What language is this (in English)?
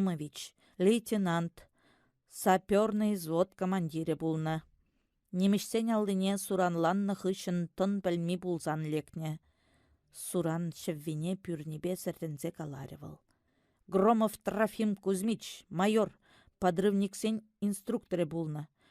Chuvash